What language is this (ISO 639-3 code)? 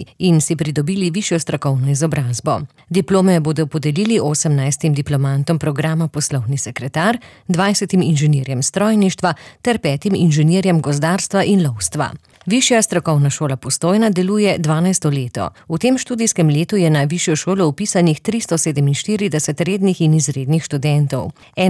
slv